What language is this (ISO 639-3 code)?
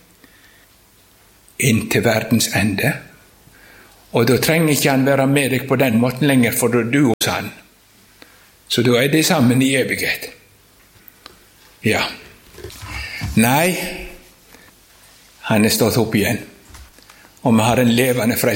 nor